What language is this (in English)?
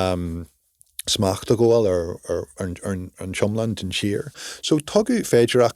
Irish